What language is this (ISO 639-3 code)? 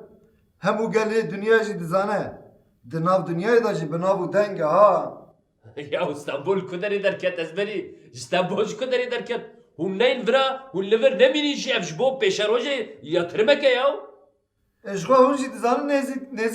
kur